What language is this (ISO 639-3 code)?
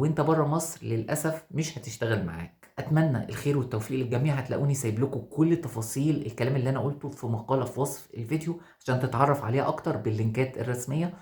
arz